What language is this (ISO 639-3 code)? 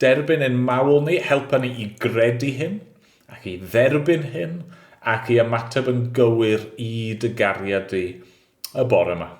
cym